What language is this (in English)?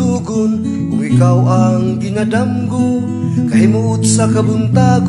Cebuano